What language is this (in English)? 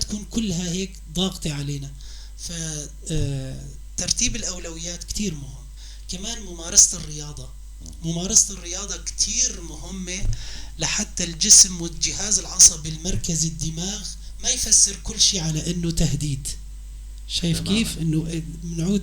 North Levantine Arabic